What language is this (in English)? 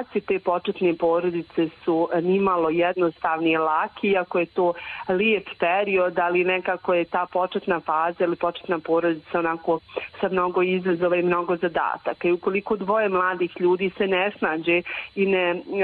Bosnian